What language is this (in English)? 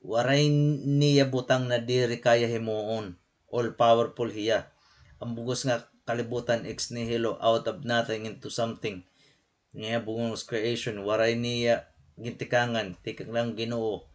Waray